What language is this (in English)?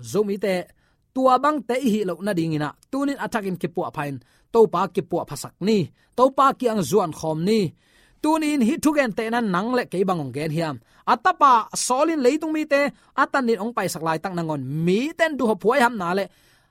Tedim Chin